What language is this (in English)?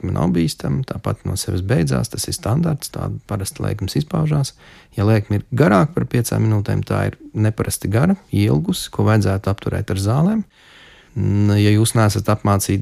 Latvian